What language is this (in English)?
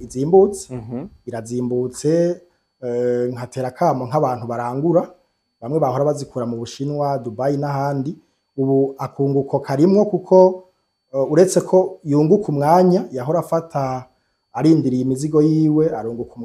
Rundi